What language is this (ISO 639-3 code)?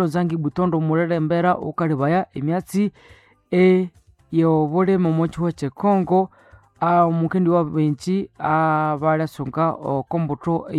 nnb